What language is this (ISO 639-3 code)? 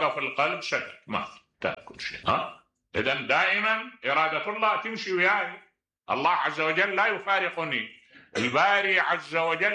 acm